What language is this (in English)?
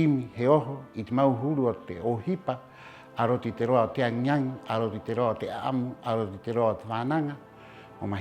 Rapanui